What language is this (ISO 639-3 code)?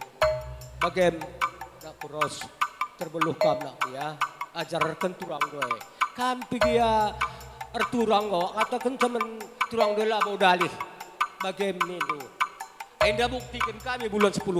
btx